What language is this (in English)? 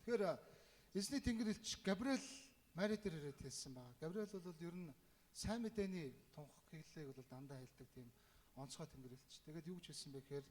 Mongolian